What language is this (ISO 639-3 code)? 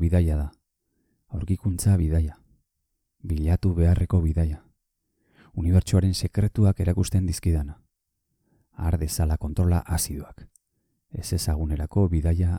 eus